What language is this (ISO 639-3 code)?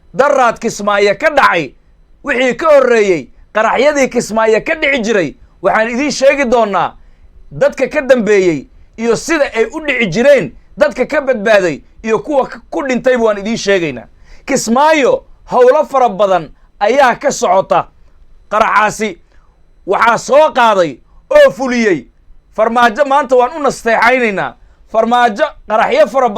som